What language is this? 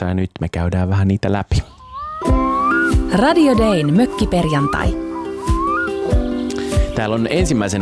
Finnish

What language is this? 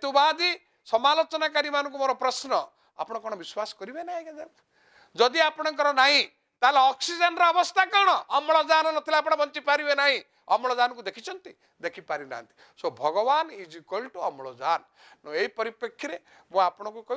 Odia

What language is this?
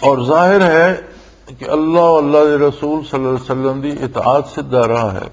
Western Panjabi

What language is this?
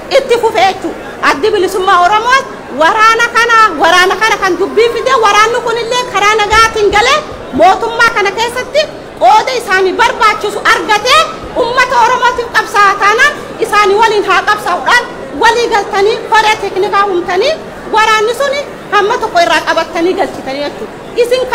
Oromo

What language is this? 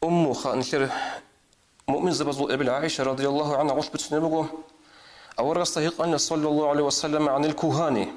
Avaric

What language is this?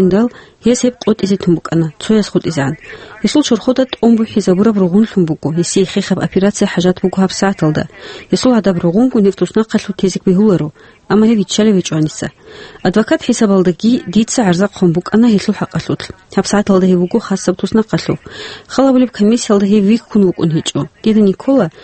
Avaric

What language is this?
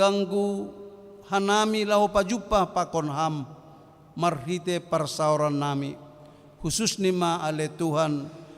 Batak Simalungun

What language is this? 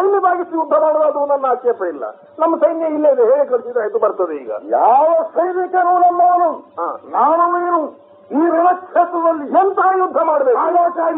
Kannada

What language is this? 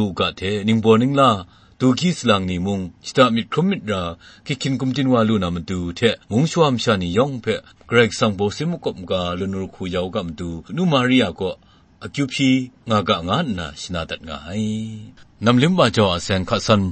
Kachin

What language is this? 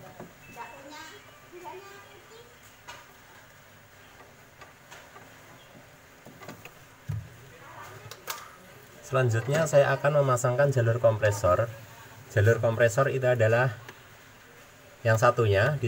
Indonesian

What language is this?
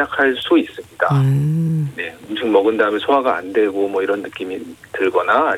Korean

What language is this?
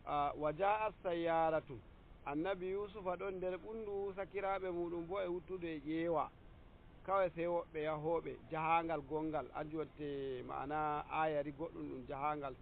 Nigerian Fulfulde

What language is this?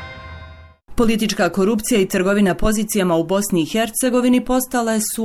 Bosnian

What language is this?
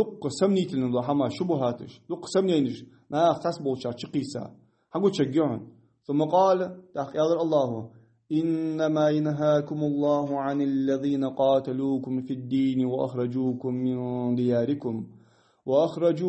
Ingush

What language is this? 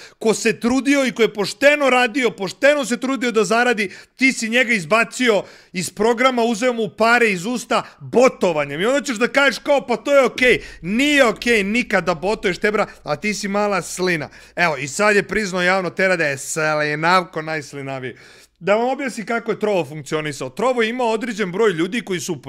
Serbian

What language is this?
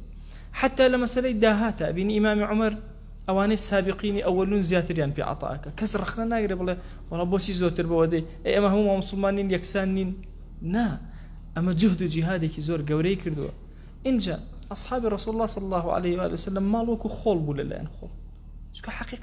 Central Kurdish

